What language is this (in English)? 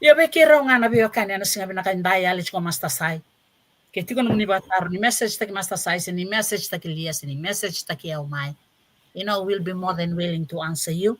Fijian